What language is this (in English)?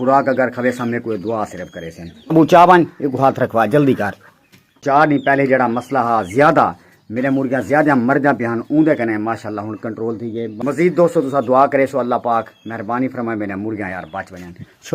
Saraiki